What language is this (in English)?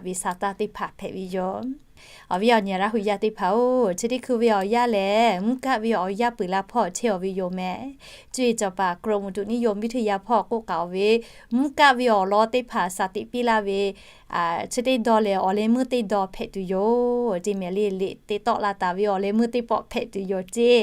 Lahu